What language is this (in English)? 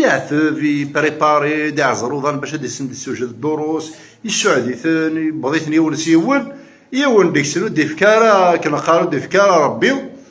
Kabyle